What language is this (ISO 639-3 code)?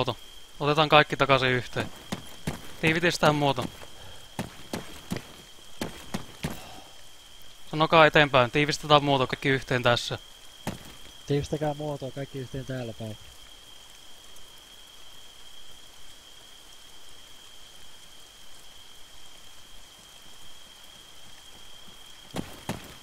fin